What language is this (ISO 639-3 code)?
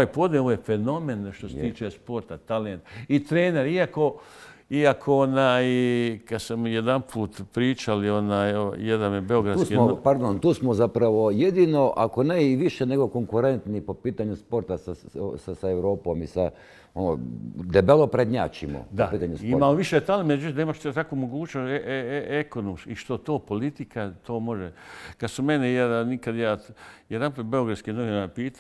bos